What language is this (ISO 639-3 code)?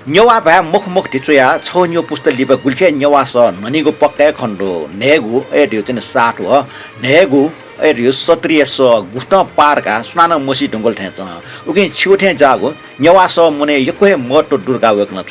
new